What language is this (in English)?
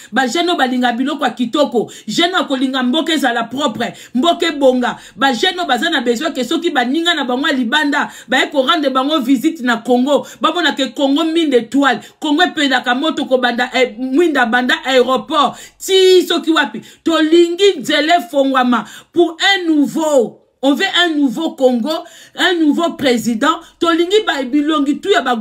Lingala